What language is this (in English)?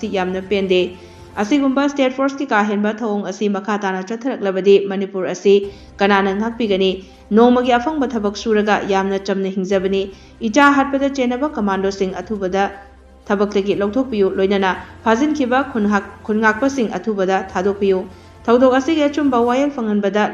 Manipuri